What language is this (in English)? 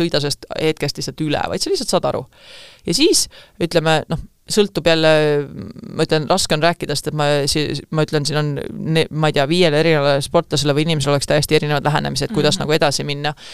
Estonian